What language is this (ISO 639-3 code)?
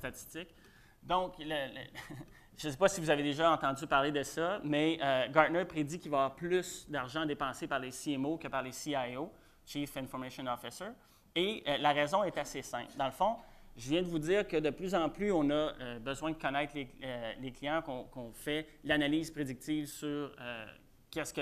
fra